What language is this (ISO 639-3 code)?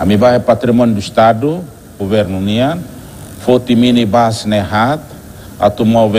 tet